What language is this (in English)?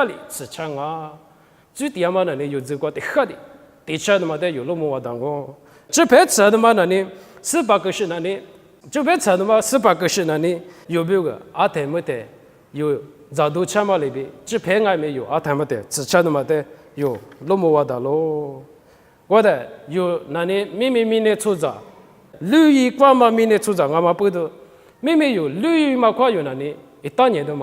Lisu